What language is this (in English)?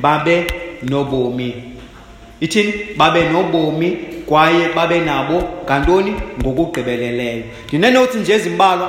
Xhosa